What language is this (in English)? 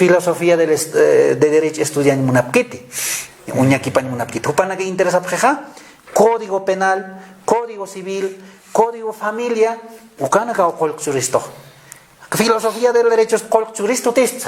Aymara